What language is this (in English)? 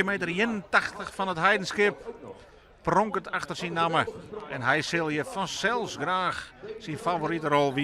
Western Frisian